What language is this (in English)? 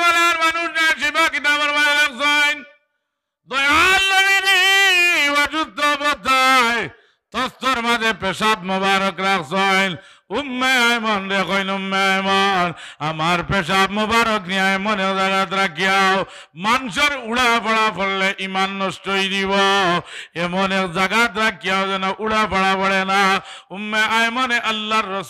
Sylheti